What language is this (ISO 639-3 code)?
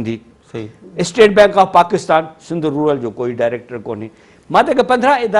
snd